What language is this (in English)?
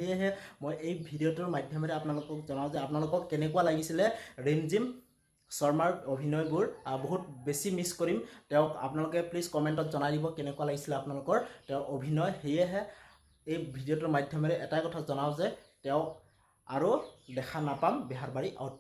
Assamese